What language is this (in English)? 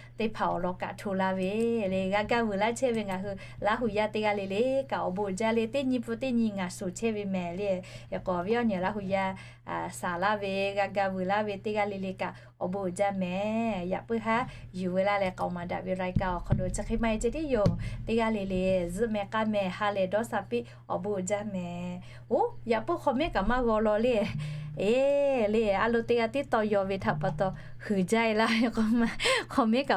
Lahu